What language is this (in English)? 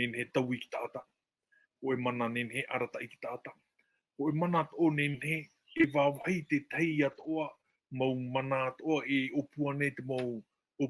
Tahitian